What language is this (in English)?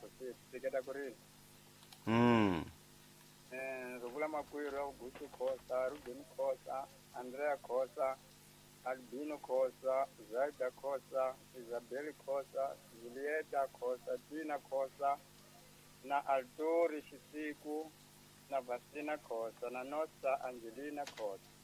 Tsonga